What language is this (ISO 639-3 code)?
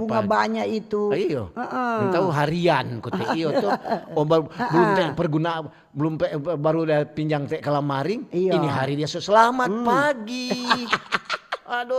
xmm